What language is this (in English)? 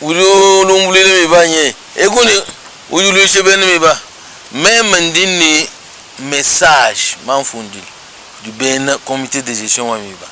Luba-Lulua